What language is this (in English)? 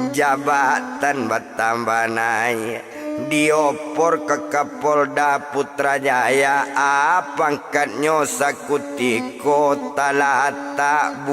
Minangkabau